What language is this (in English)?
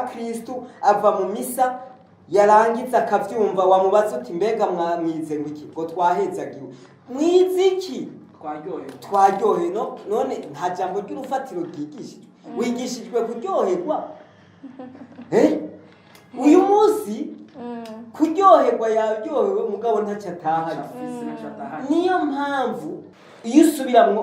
Rundi